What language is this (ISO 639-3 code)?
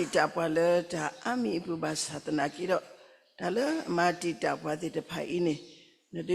ksw